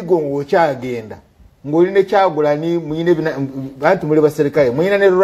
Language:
Ganda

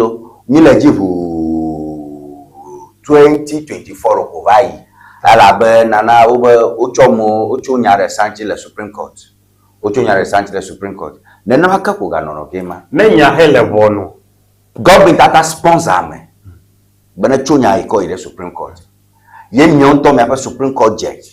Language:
Ewe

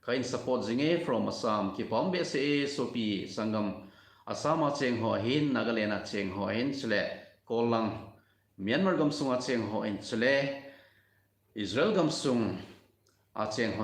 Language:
Thado Chin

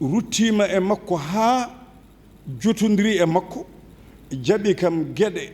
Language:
Fula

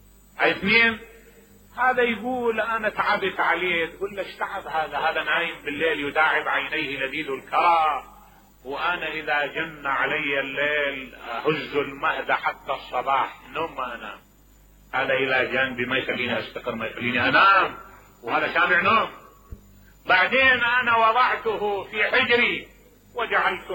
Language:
Mesopotamian Arabic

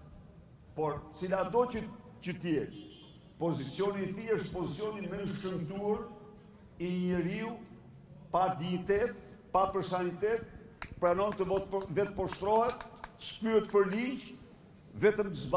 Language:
Albanian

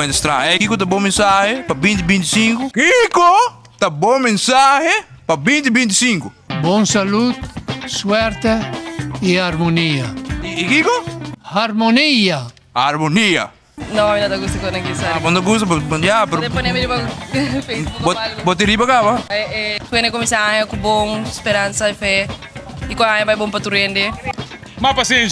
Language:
Papiamento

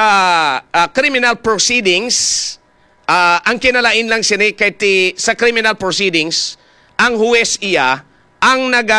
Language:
Hiligaynon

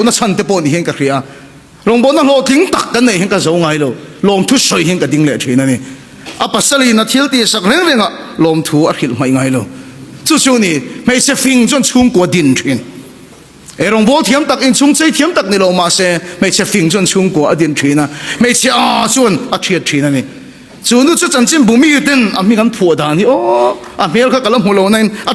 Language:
Mizo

